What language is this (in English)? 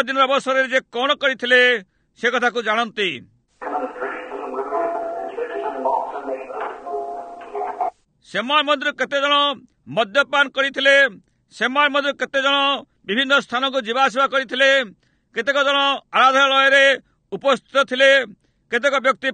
Odia